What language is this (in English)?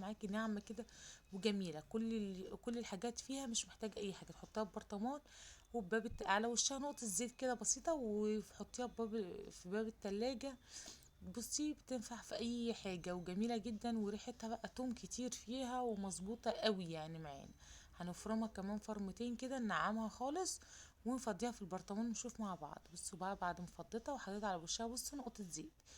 Egyptian Arabic